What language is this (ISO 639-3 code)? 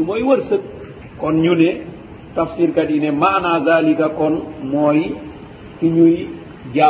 wol